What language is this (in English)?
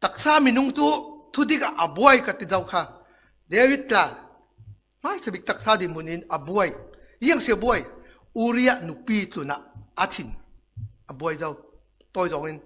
Falam Chin